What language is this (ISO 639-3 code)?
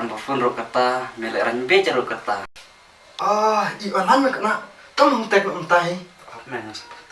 kha